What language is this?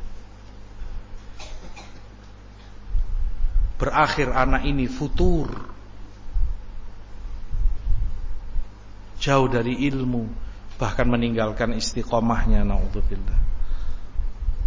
Indonesian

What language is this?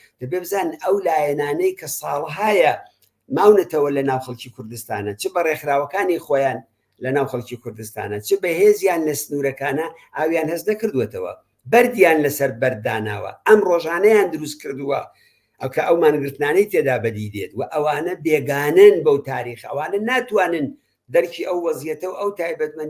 Central Kurdish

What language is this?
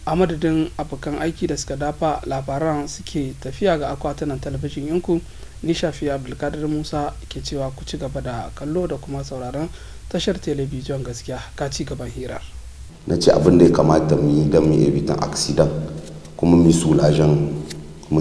Hausa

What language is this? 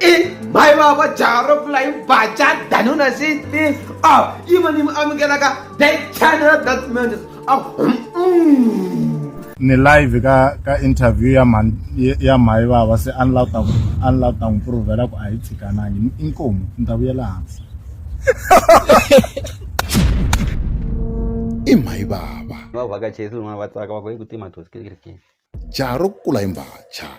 Tsonga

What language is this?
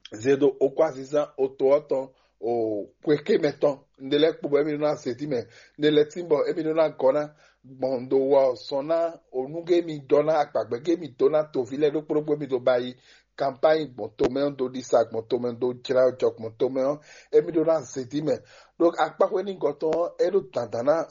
Fon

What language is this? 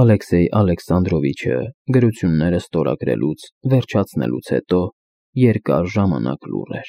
Armenian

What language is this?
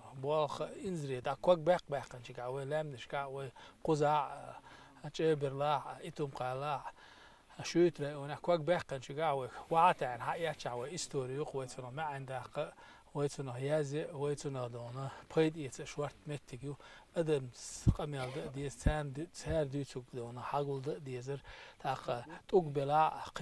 Chechen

